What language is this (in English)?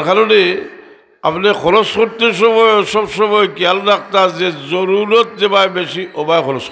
Sylheti